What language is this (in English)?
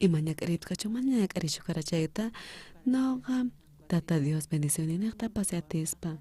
South Bolivian Quechua